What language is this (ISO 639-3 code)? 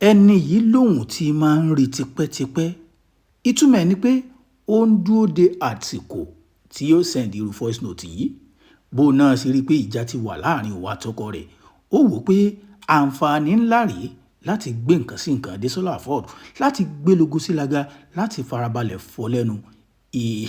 yor